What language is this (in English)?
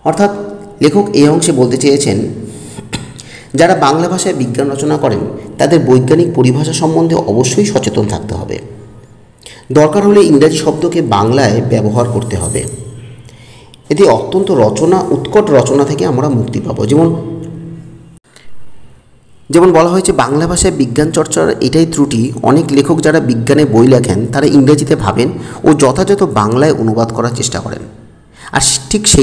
Bangla